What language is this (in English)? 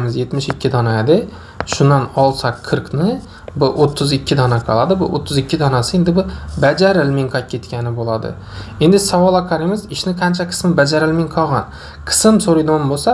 Uzbek